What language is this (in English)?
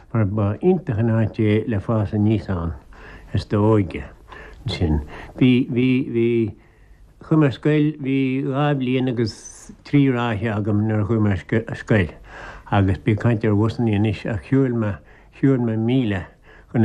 Irish